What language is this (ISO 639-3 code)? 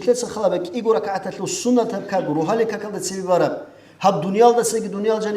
ava